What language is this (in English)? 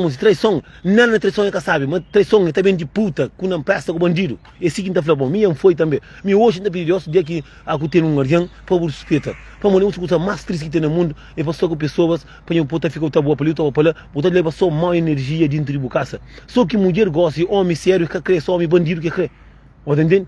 Kabuverdianu